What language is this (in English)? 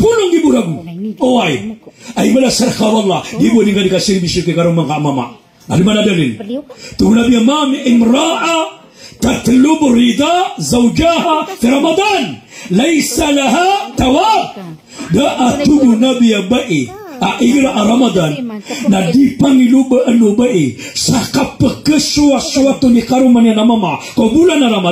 Maranao